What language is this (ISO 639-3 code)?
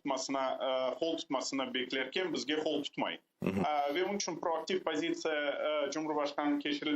crh